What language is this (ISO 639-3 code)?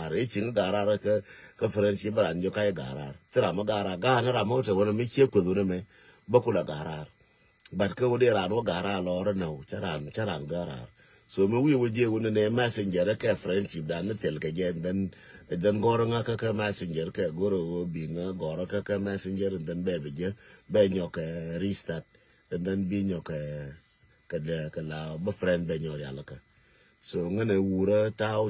nus